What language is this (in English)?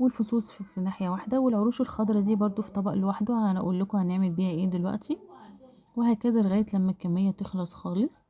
Egyptian Arabic